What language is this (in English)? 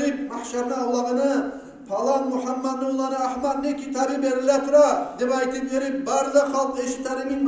Kumyk